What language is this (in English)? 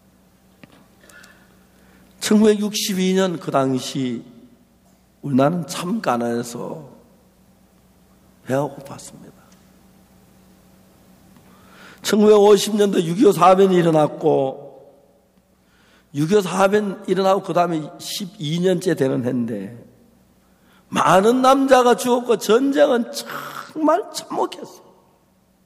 Korean